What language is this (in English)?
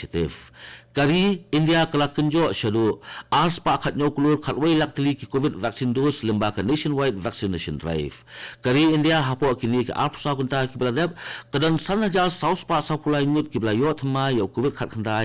Khasi